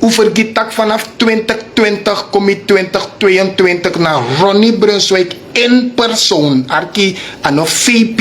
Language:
Sranan Tongo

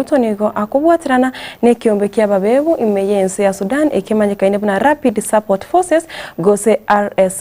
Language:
Gusii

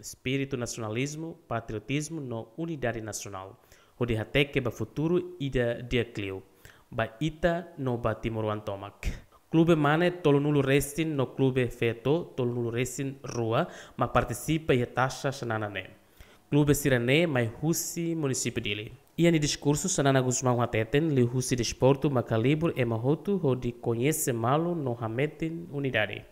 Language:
Tetum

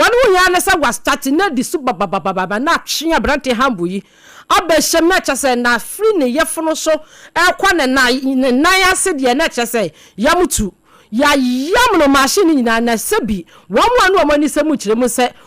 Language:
Akan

